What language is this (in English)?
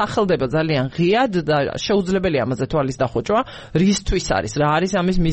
Georgian